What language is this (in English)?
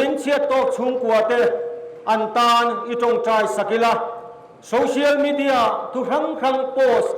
Mizo